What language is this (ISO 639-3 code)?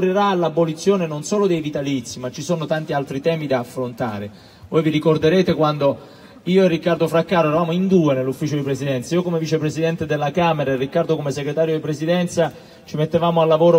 ita